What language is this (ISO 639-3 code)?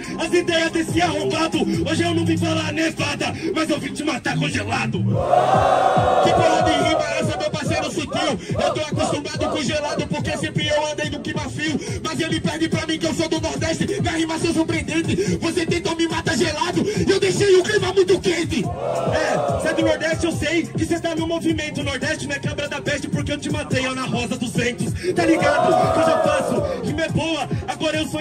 por